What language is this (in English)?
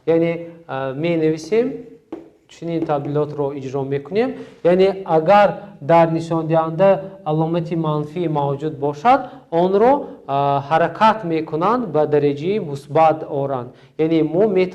Tajik